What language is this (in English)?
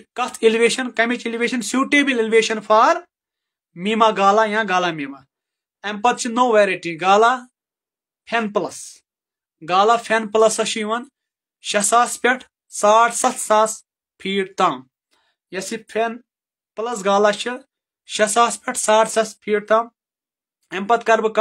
Kashmiri